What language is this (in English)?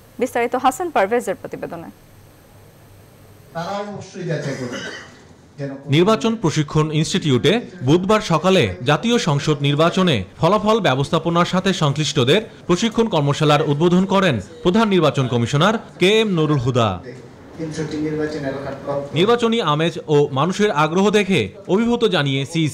Bangla